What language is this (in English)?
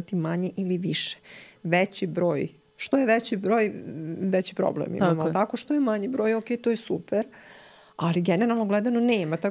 Serbian